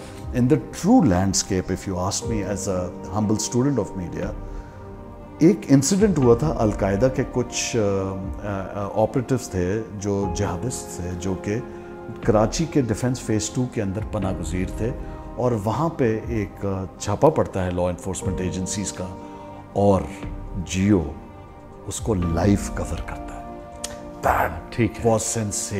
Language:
Urdu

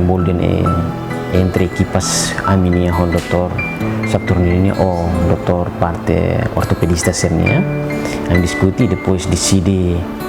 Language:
Tetum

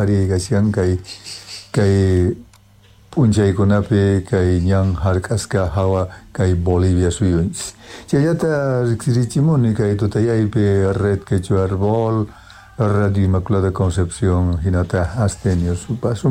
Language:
South Bolivian Quechua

